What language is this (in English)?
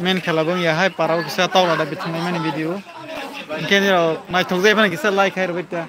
Kok Borok